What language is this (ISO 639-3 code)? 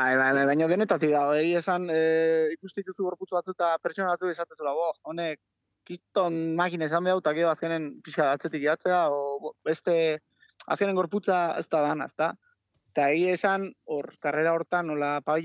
eus